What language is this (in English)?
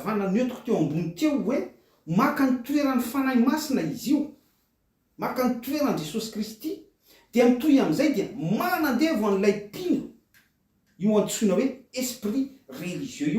Malagasy